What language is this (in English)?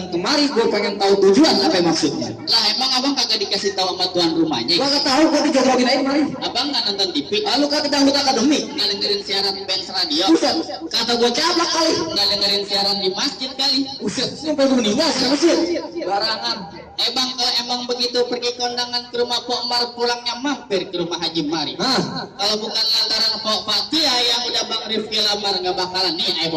Betawi